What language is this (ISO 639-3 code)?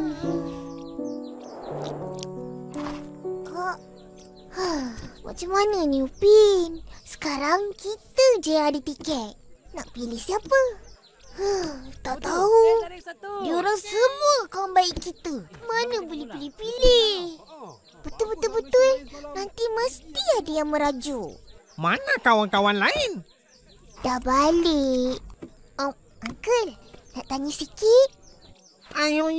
msa